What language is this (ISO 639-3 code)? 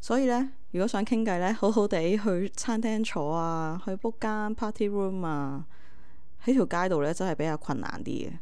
yue